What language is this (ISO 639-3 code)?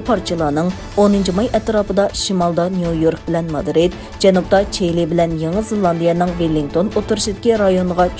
uig